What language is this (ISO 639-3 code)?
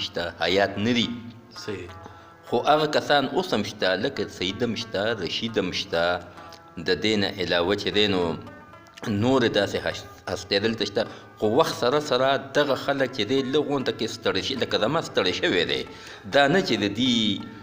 pus